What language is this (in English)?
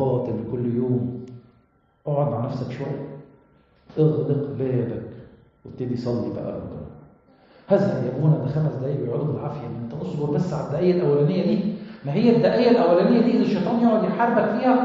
Egyptian Arabic